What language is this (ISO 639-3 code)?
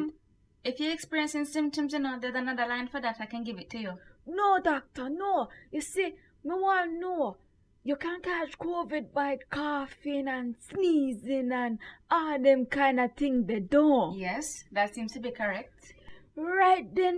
jam